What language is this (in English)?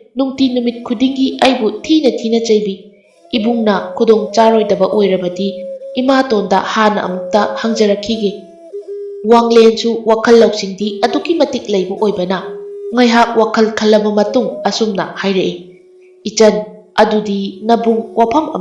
Manipuri